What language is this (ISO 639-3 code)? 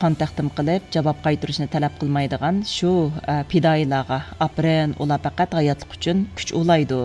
uig